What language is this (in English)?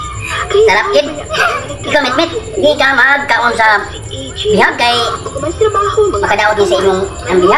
Cebuano